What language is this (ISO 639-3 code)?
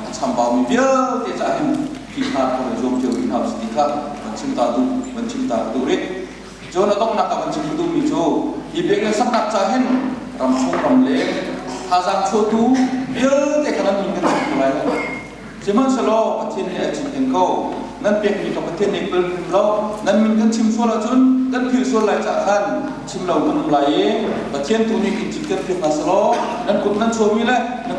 cnh